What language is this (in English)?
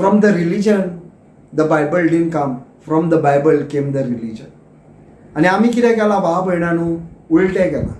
Konkani